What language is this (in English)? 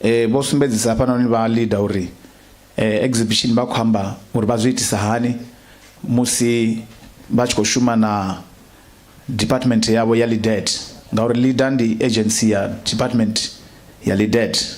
Venda